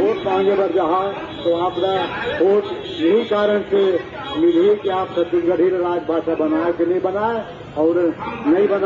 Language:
Chhattisgarhi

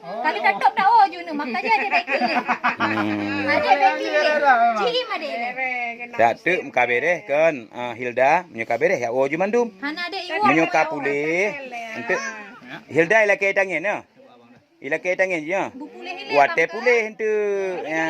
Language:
Achinese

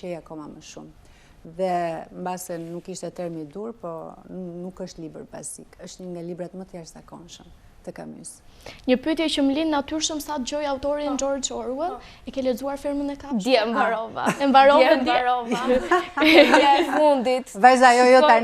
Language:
Albanian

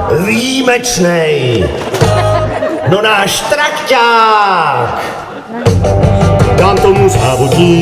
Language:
Czech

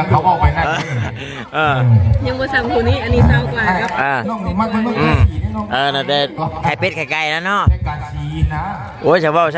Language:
Northeastern Thai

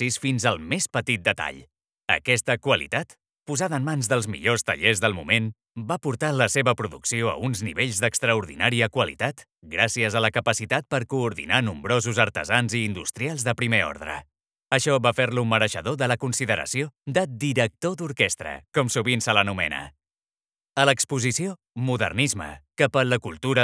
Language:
Catalan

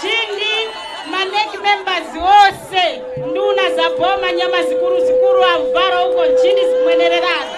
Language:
Nyanja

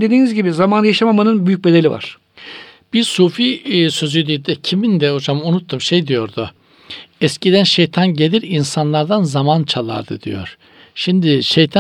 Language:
Turkish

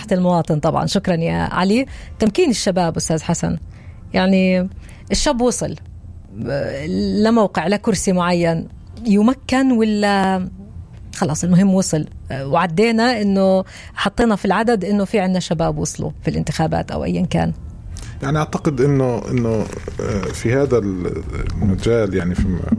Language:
North Levantine Arabic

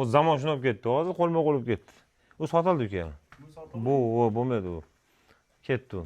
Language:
Uzbek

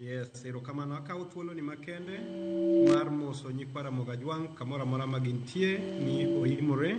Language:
Luo (Kenya and Tanzania)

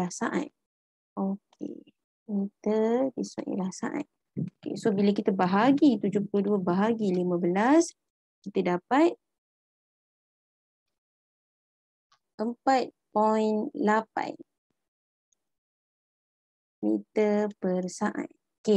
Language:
Malay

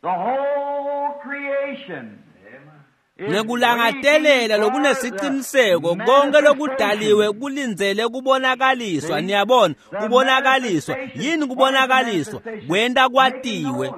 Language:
Swati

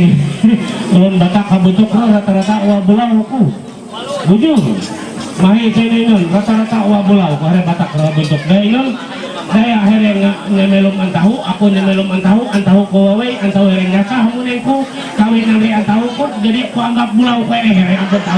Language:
Ma'anyan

